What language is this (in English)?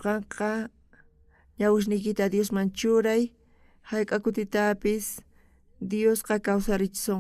South Bolivian Quechua